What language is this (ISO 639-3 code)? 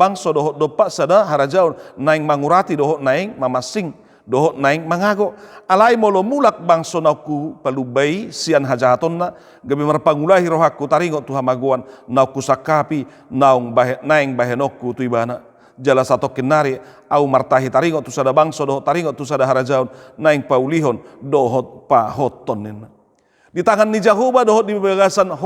bbc